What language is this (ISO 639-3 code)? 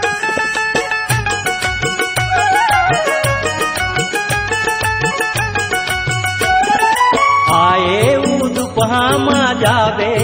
hne